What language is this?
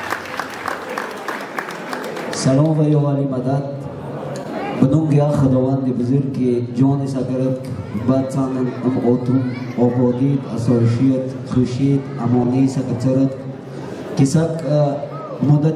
Persian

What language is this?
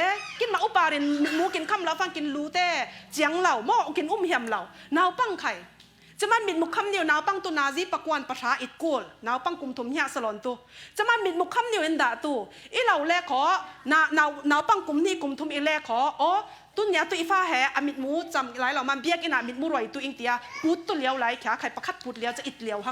Falam Chin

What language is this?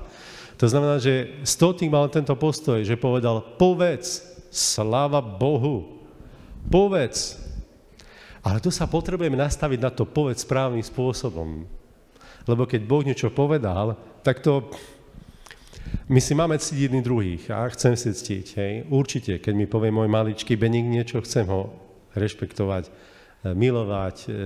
Slovak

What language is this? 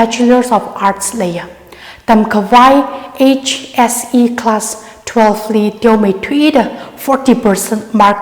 Tangkhul Naga (India)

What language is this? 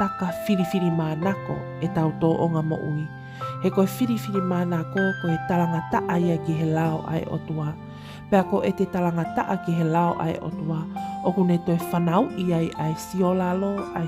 Tongan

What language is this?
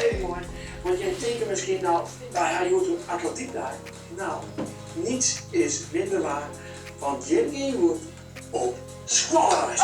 Western Frisian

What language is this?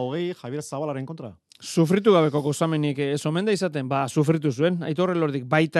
Basque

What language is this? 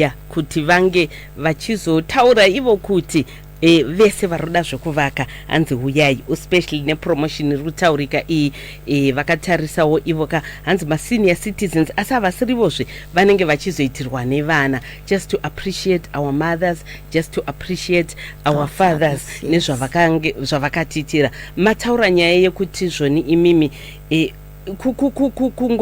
Shona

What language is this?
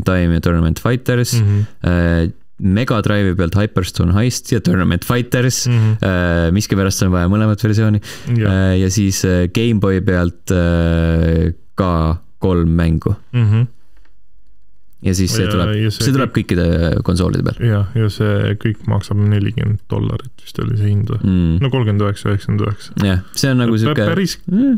Estonian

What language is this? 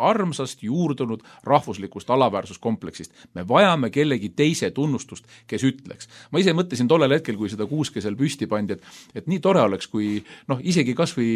Estonian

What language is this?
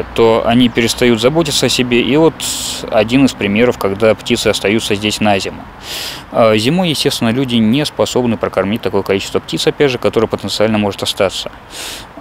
Russian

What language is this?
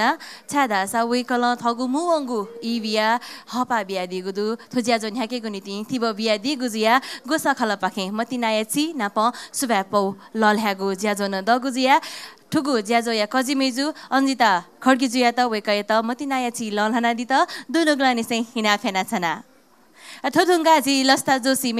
Newari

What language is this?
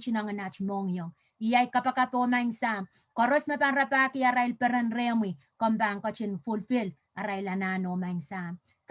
Pohnpeian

